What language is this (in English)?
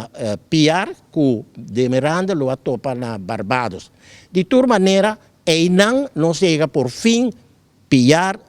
Papiamento